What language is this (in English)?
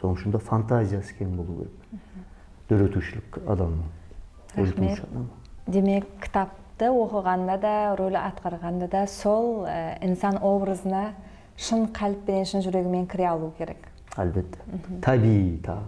Kara-Kalpak